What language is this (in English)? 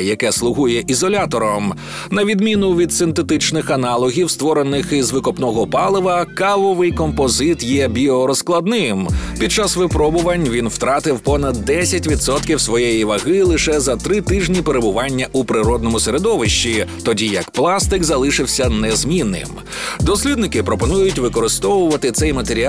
Ukrainian